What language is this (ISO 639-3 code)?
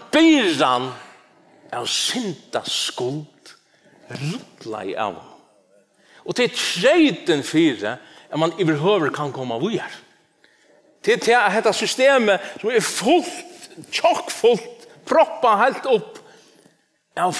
fao